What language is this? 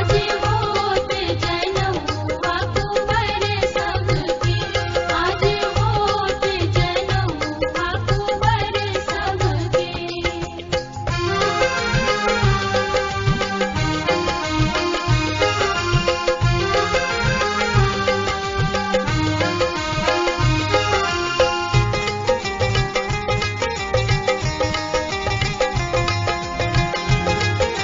Bhojpuri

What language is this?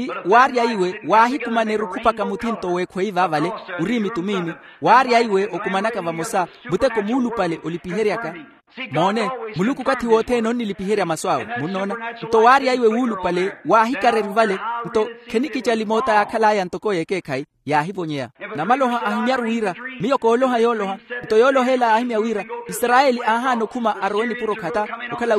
Makhuwa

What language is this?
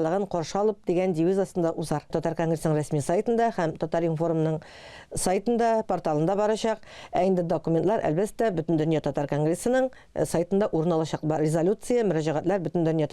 Tatar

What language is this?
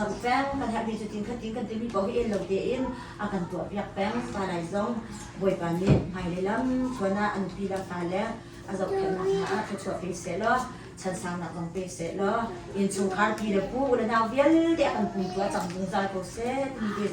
Hakha Chin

